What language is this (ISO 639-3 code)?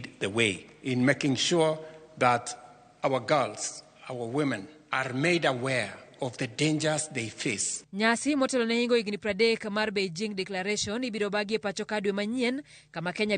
luo